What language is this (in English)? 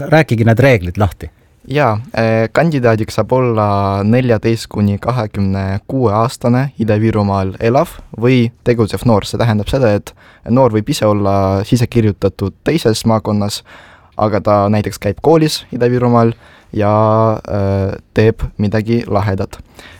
Estonian